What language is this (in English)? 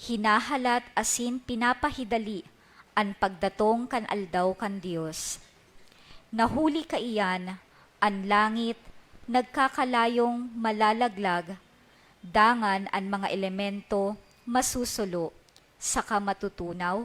Bikol